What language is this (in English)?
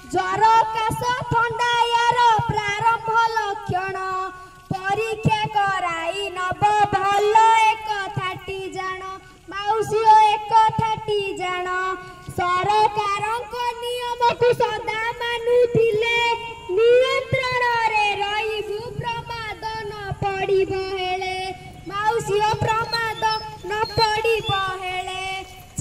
Odia